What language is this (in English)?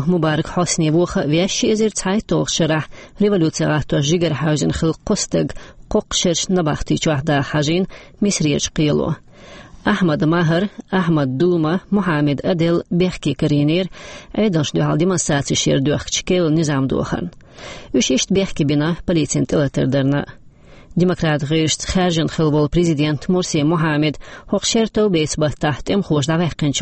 Chechen